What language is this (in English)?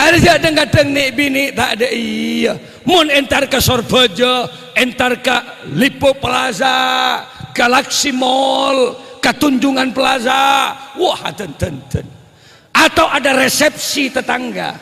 Madurese